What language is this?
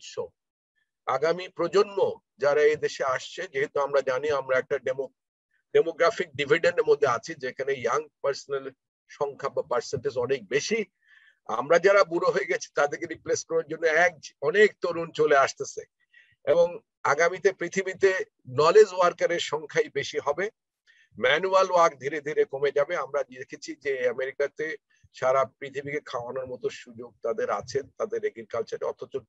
Bangla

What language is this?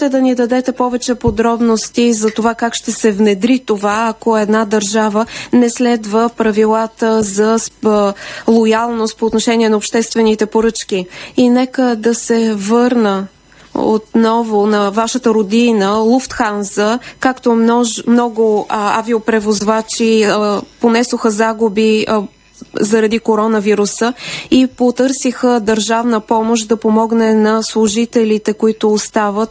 Bulgarian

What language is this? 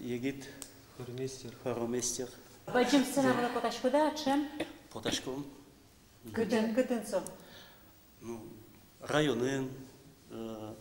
Udmurt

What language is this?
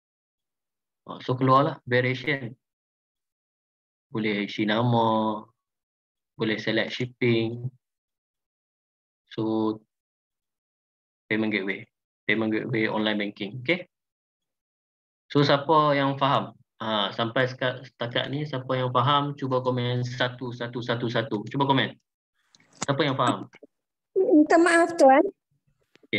Malay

